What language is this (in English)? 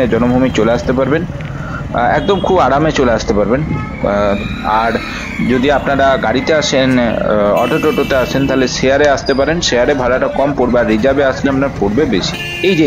Bangla